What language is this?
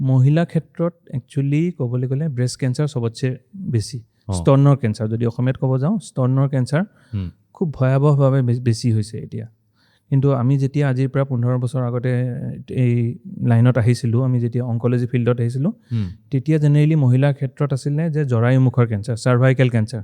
Assamese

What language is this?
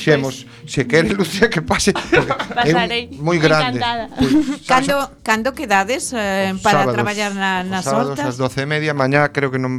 Galician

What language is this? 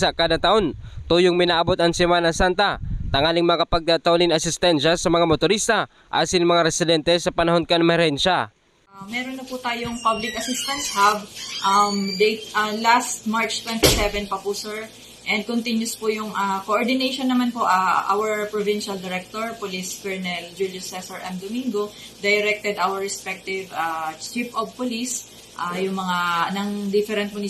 Bikol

